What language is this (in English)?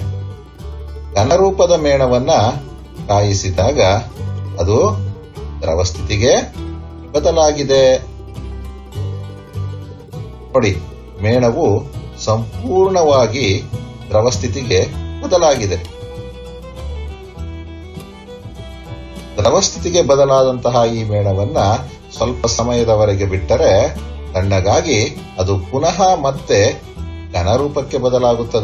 Kannada